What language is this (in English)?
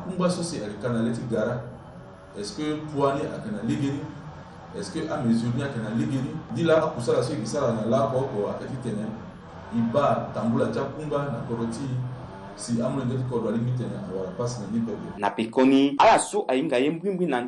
Sango